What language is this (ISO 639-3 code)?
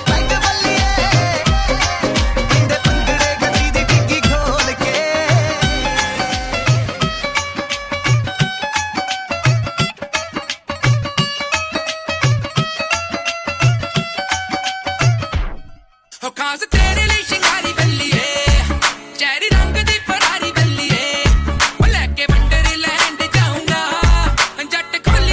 pan